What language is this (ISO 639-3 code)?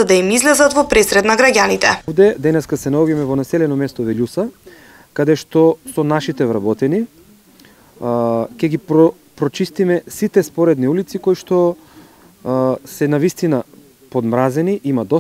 mkd